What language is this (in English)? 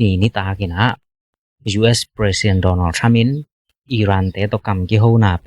Tedim Chin